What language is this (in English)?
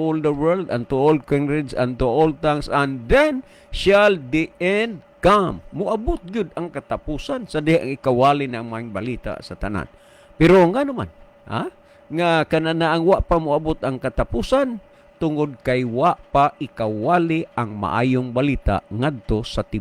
Cebuano